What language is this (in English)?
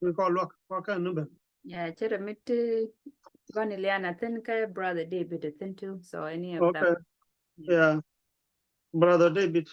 Nuer